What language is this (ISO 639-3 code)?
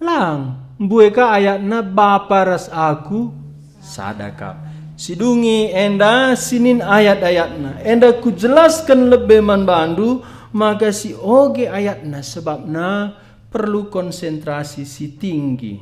btx